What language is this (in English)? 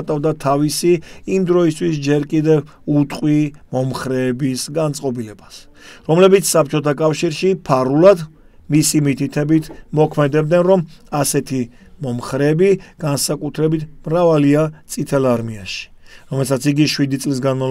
Georgian